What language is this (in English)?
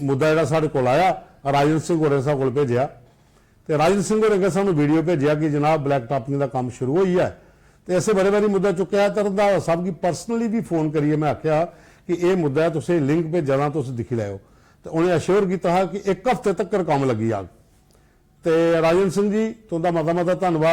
Dogri